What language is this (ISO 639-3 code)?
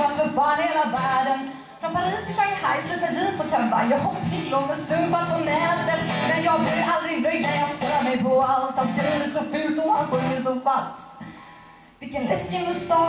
swe